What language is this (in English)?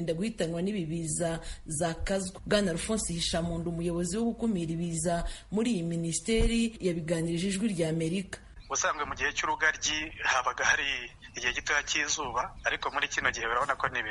Kinyarwanda